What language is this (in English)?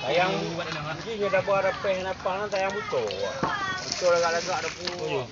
Achinese